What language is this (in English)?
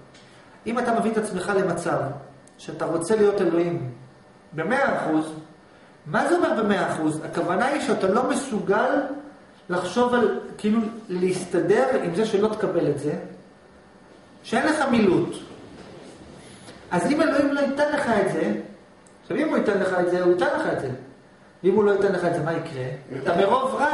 Hebrew